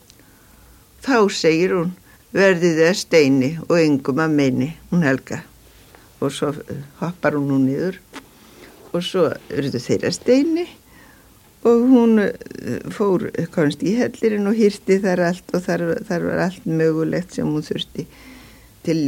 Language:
Icelandic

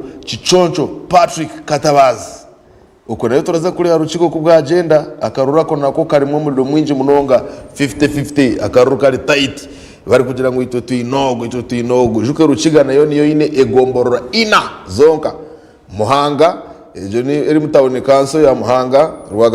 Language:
Nyankole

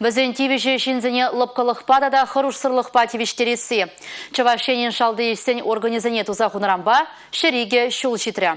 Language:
Chuvash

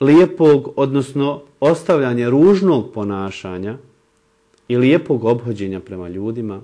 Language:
Bosnian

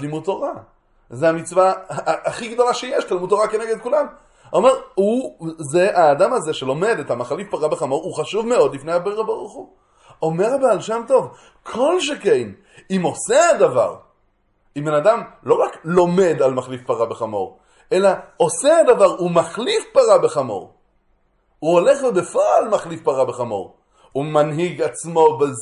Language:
Hebrew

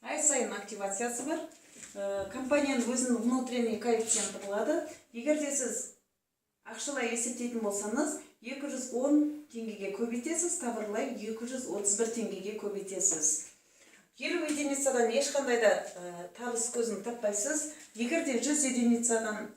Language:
Kazakh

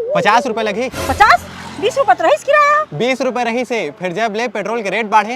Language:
Chhattisgarhi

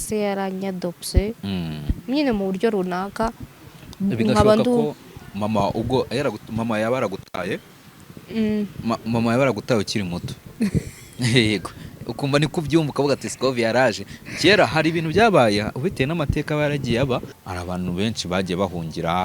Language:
Kinyarwanda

